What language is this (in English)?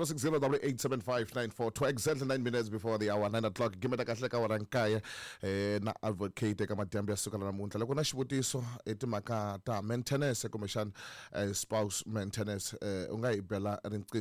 Tsonga